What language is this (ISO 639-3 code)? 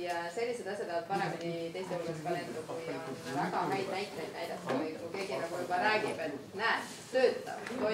est